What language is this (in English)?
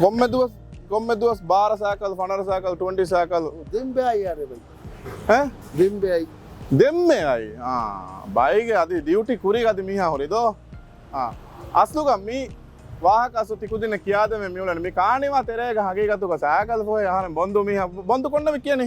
Divehi